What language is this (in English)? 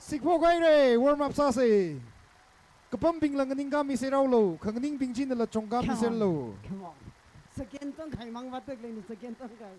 Tangkhul Naga (India)